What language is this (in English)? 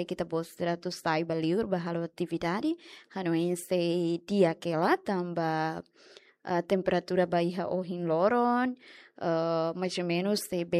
Tetum